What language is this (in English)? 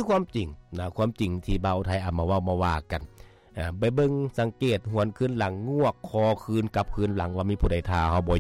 Lao